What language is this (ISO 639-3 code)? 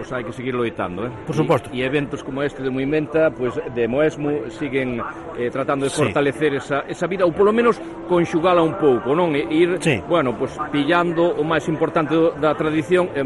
glg